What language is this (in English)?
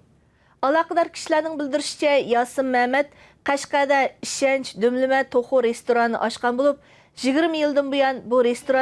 Uyghur